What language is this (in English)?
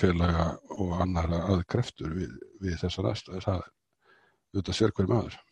Icelandic